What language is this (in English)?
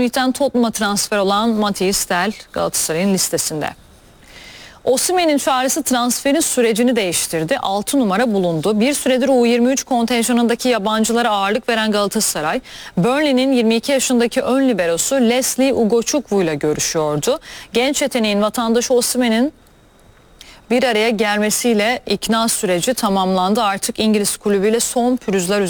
Turkish